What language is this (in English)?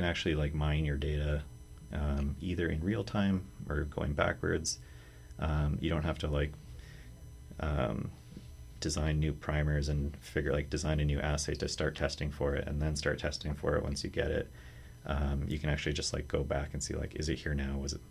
English